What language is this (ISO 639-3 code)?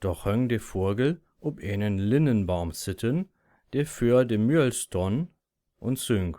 nds